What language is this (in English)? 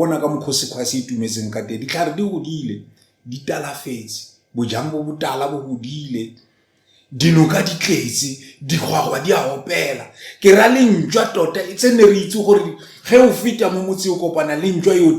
Northern Sotho